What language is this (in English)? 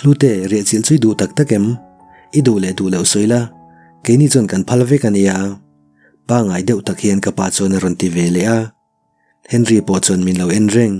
Mizo